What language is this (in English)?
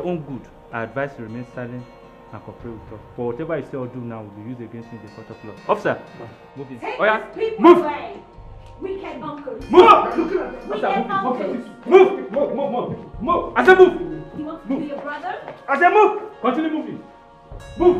Nigerian Pidgin